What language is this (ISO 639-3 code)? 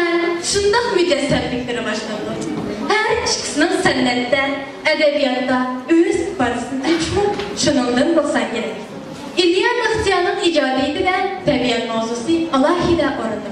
uig